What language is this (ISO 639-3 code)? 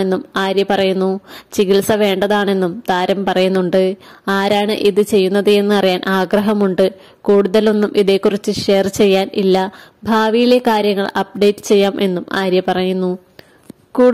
mal